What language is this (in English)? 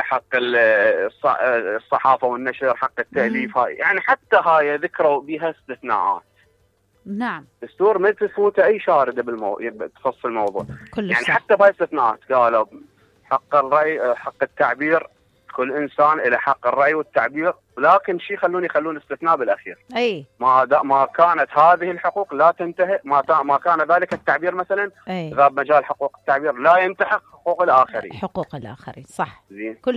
Mesopotamian Arabic